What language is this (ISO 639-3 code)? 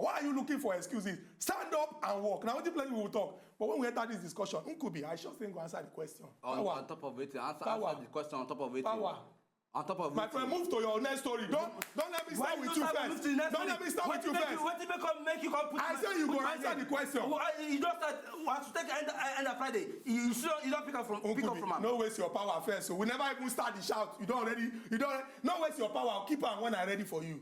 pcm